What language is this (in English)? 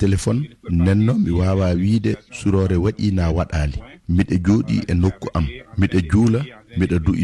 Fula